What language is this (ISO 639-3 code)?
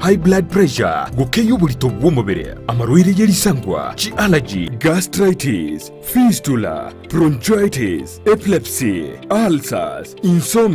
guz